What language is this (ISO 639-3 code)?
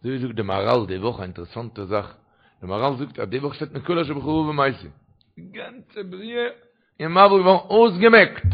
yid